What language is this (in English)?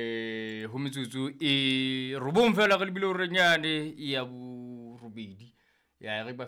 Southern Sotho